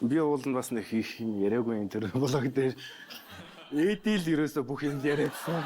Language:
Mongolian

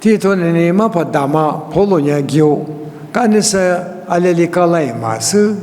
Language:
Lisu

